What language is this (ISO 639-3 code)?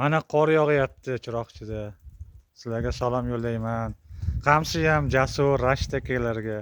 uzb